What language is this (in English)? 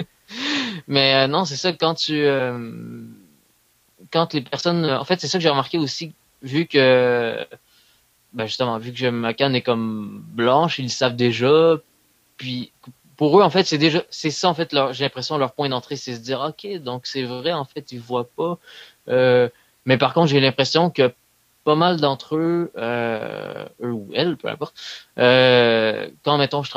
French